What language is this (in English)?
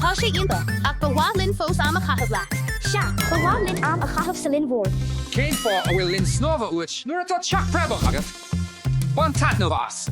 Irish